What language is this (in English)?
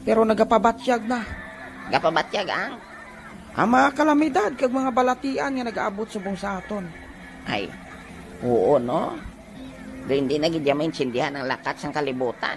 Hiligaynon